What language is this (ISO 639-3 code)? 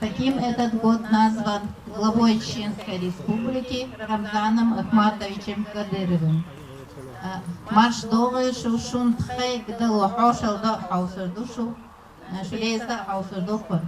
che